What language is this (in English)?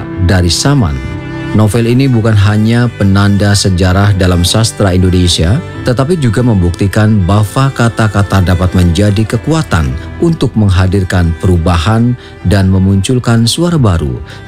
Indonesian